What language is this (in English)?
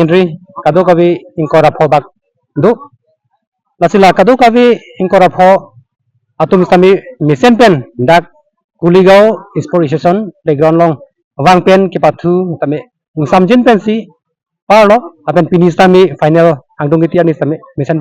Karbi